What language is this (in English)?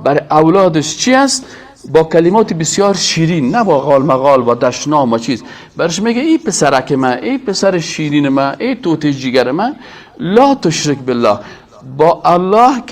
Persian